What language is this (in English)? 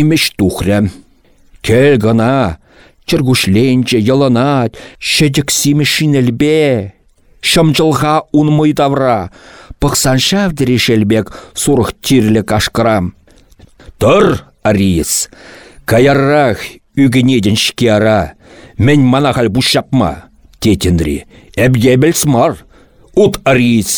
Chuvash